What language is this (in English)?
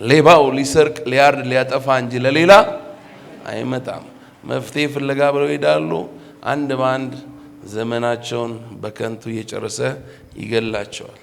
Amharic